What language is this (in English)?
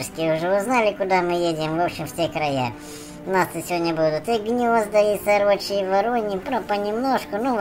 Russian